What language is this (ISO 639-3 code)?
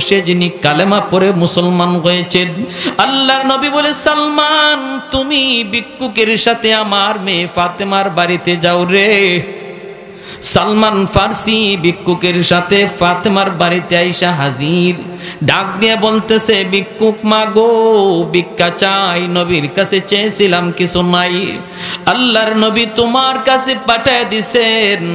ben